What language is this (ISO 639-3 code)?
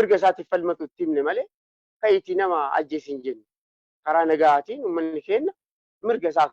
orm